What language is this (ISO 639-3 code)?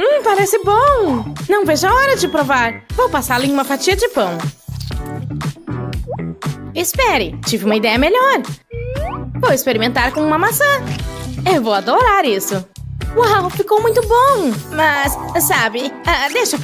por